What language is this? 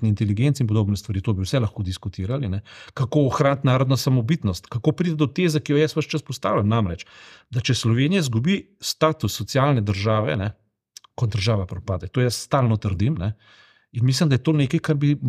Slovenian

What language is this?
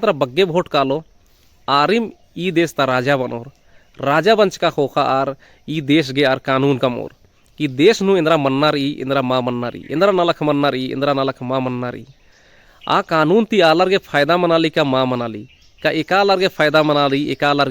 Kurukh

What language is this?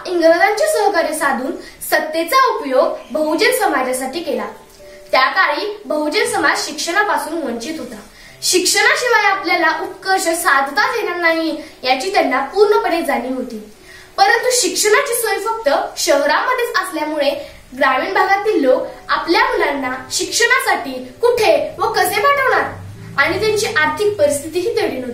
Marathi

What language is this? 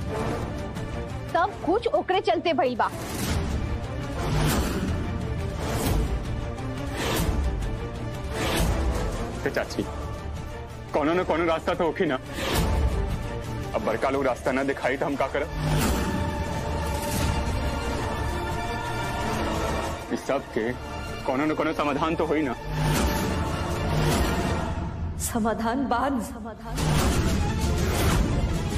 Bhojpuri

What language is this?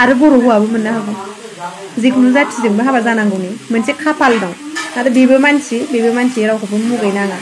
Bodo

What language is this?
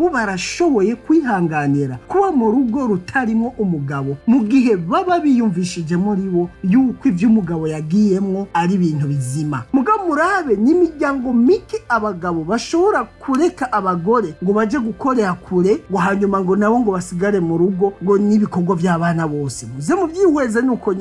Rundi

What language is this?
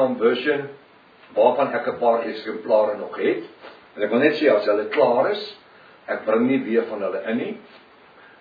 Afrikaans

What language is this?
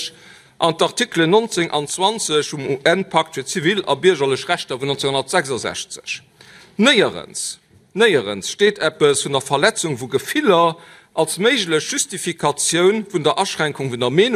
Luxembourgish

